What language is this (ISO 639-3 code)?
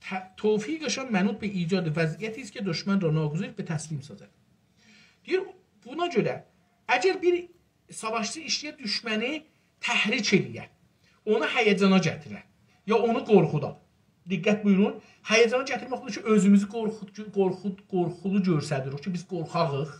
azb